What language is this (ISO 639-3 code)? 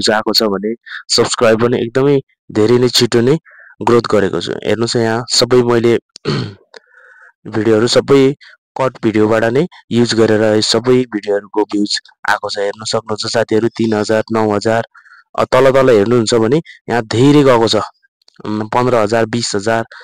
nep